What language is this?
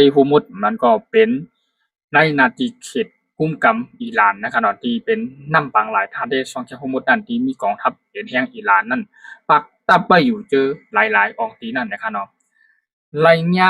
Shan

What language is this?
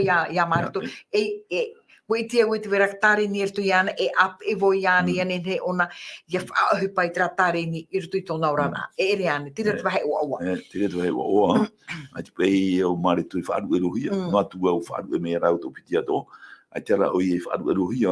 Tahitian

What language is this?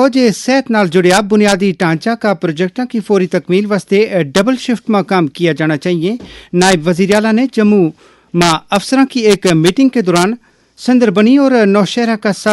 Gujari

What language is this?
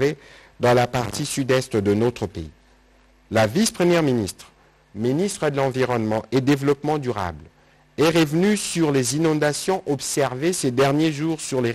French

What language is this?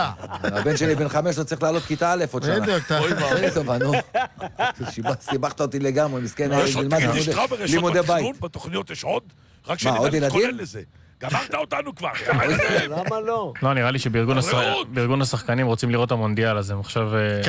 Hebrew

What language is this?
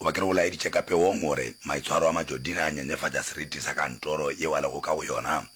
Northern Sotho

